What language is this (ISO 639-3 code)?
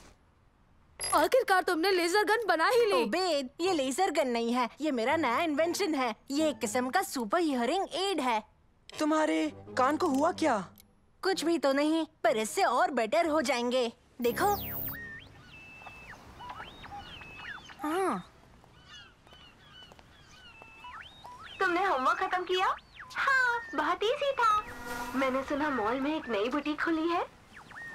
hin